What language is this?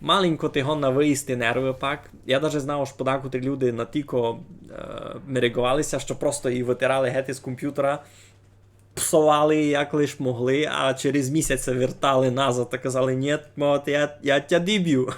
Rusyn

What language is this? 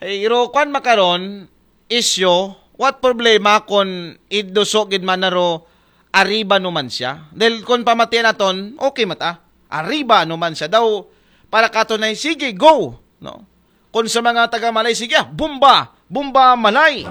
Aklanon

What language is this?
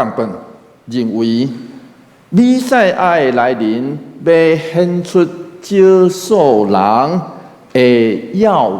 Min Nan Chinese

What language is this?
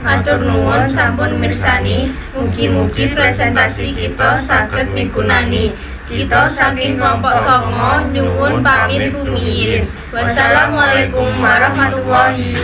Javanese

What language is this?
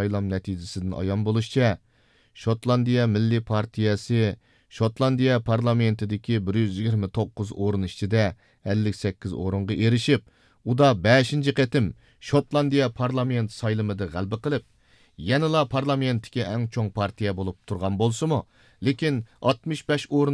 Uyghur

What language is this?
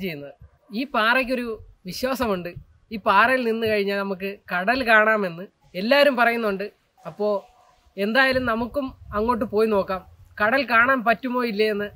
Malayalam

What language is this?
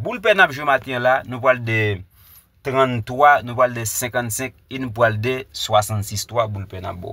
Haitian Creole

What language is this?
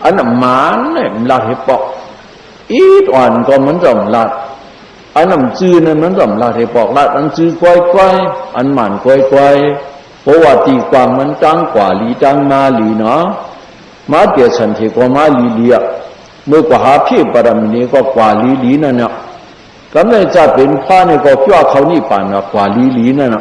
Shan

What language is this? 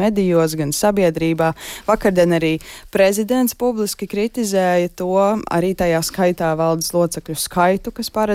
Latvian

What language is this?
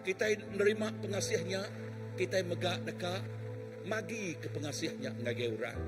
Iban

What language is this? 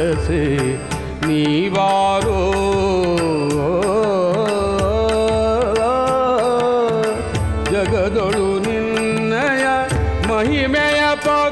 Kannada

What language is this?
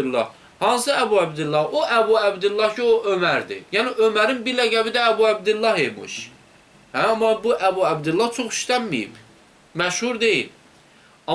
Azerbaijani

